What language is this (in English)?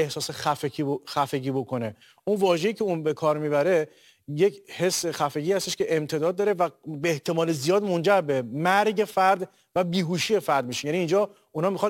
Persian